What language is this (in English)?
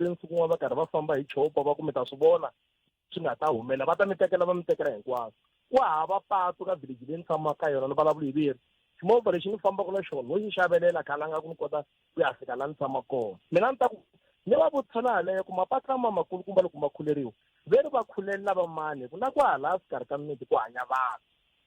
Tsonga